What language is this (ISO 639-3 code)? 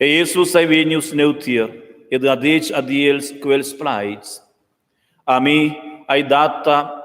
roh